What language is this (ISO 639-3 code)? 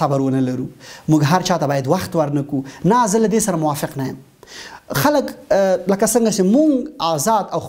pus